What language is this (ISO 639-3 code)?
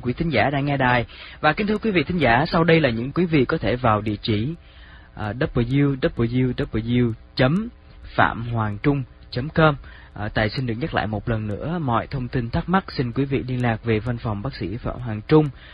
vie